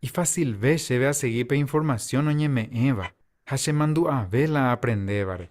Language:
Guarani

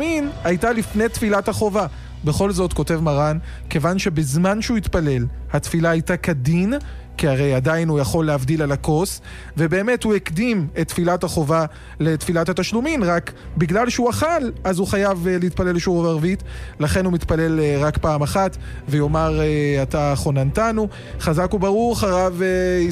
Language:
Hebrew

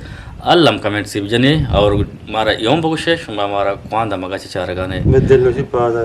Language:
Eastern Balochi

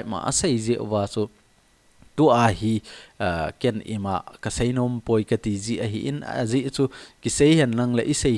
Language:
Thado Chin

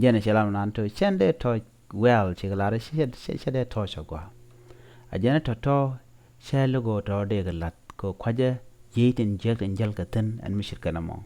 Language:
Nuer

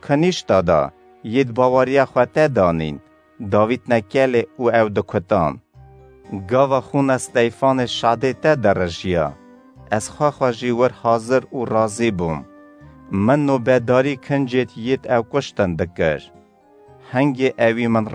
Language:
Kurdish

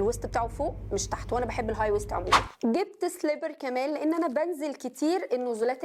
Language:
Egyptian Arabic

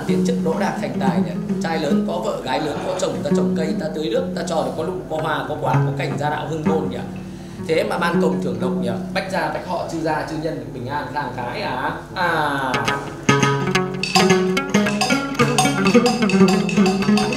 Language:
Vietnamese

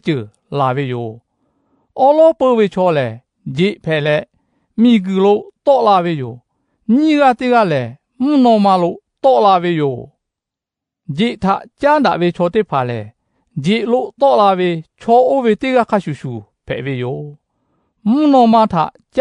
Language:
Lahu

